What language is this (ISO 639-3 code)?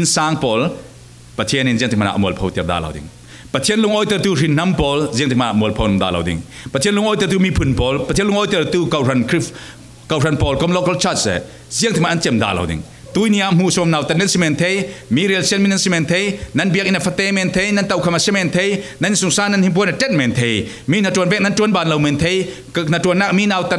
cfm